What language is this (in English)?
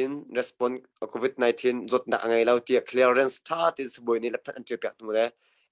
Hakha Chin